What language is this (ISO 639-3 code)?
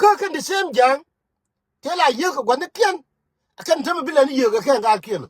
nus